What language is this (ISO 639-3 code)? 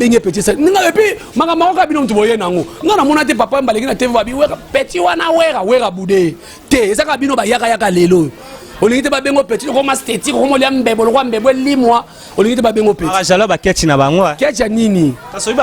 lin